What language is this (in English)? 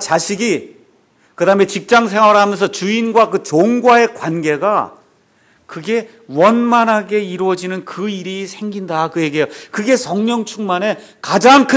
Korean